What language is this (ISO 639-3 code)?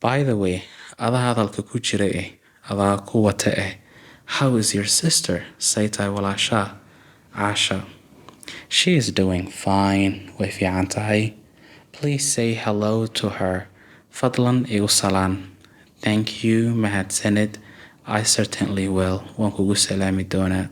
som